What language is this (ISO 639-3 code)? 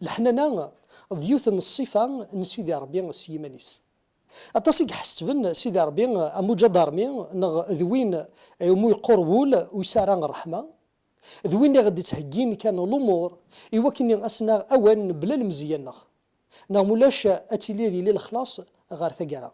kab